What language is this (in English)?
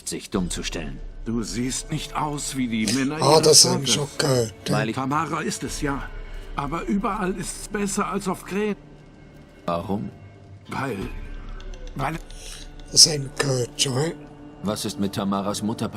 Swiss German